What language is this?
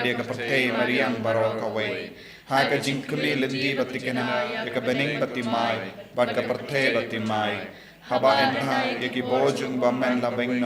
Khasi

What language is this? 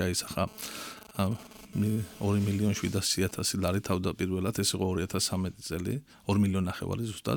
Georgian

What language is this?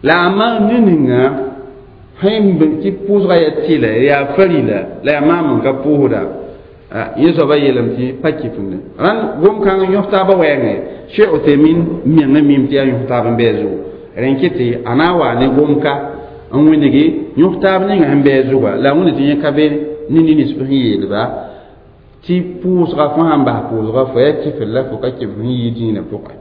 Mossi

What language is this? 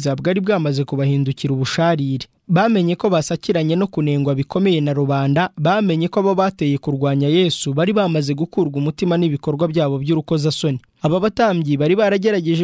Kinyarwanda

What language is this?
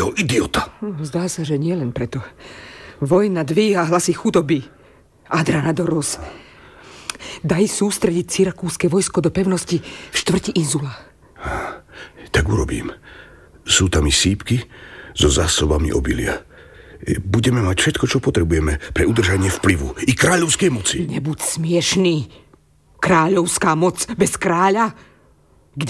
Slovak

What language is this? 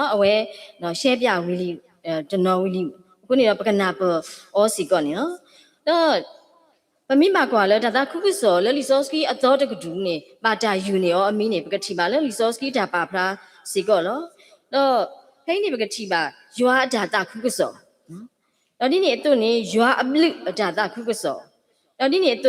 S'gaw Karen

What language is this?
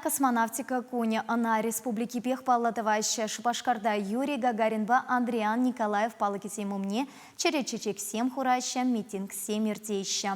Chuvash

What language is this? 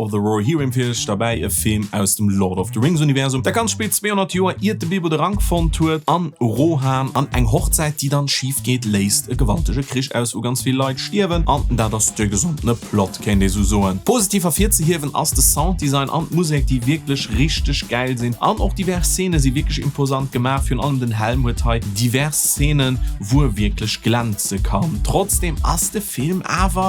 Luxembourgish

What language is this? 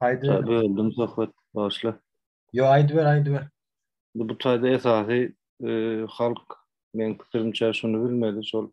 Turkmen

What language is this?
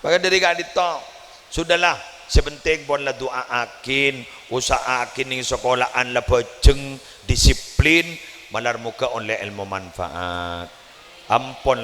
Madurese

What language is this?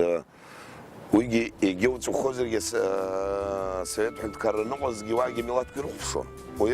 Abkhazian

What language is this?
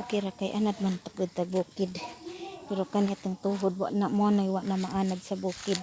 Cebuano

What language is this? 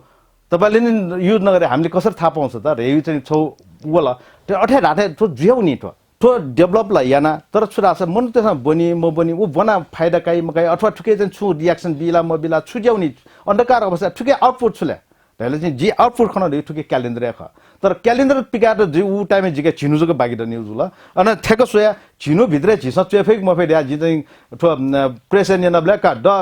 Newari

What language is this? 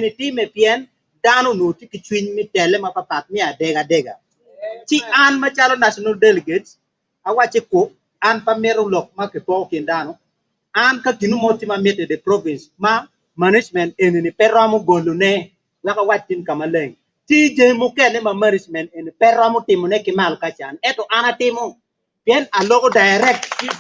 Acoli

